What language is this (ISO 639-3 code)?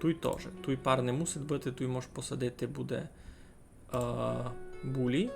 rue